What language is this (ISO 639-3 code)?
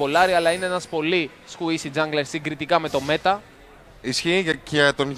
ell